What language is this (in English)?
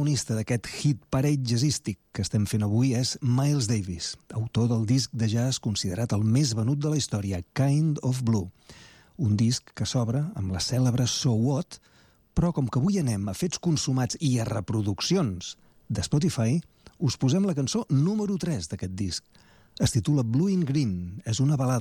Catalan